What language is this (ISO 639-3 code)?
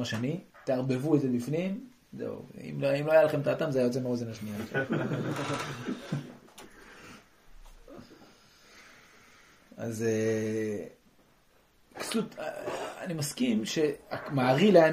heb